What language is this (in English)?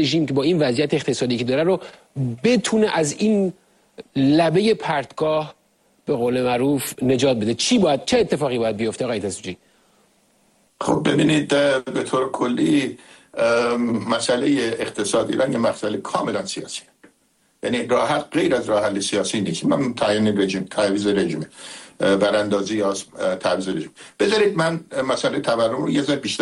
Persian